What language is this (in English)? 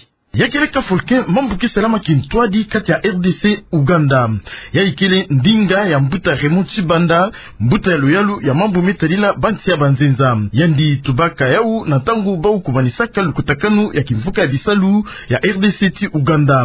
Kituba (Democratic Republic of Congo)